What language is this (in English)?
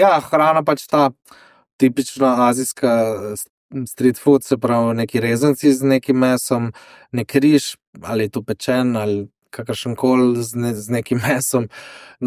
Slovenian